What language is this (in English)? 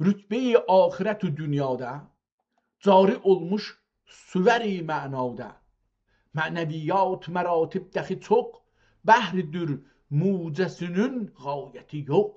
South Azerbaijani